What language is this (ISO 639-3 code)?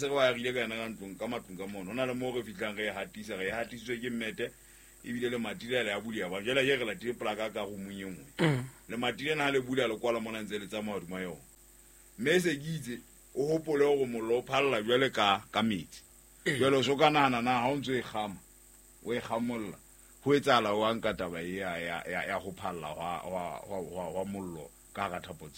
sot